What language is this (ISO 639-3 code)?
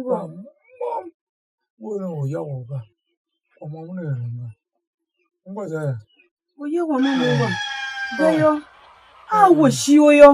tiv